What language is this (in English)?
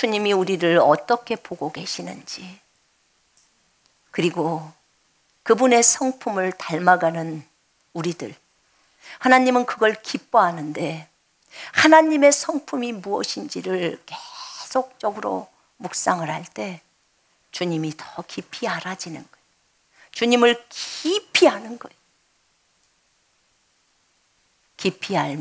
Korean